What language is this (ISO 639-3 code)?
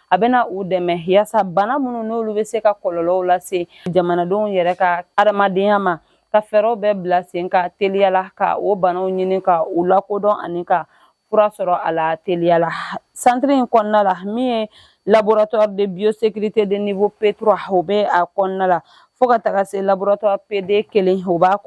bam